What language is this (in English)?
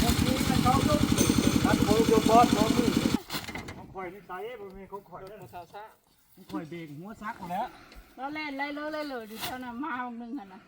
Northeastern Thai